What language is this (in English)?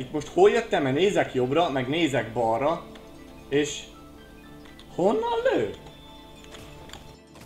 Hungarian